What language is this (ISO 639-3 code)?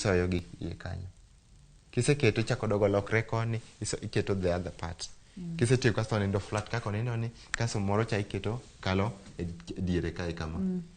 luo